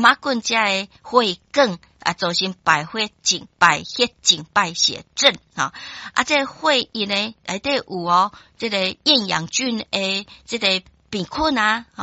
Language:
Min Nan Chinese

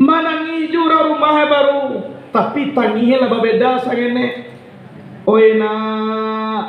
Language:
Minangkabau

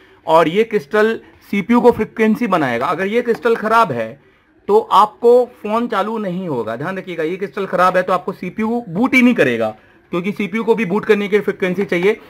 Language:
Hindi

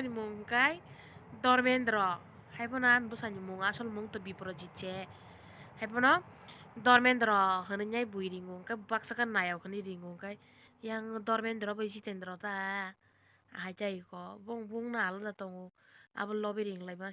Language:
Kok Borok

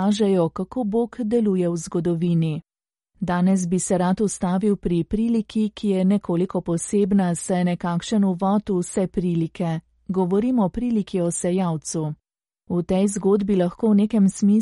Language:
Slovenian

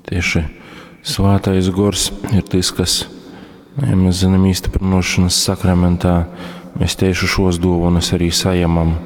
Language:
Latgalian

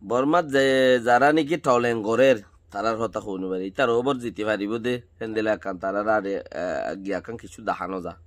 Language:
Rohingya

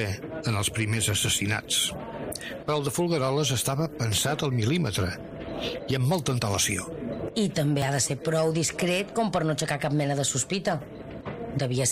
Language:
Catalan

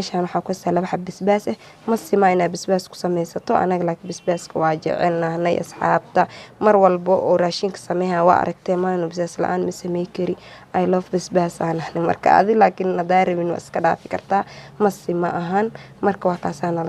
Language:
Somali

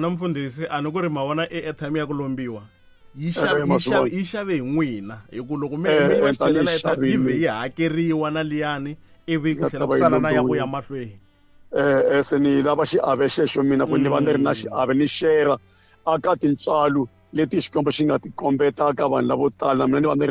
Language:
Tsonga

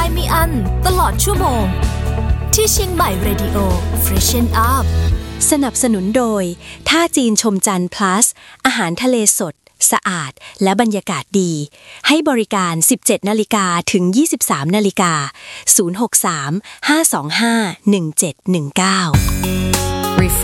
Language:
Thai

